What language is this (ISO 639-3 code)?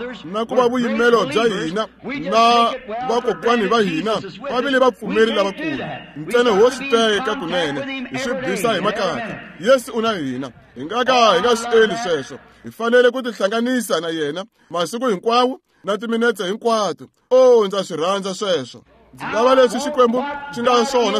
tso